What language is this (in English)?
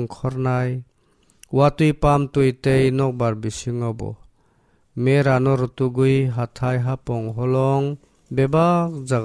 Kok Borok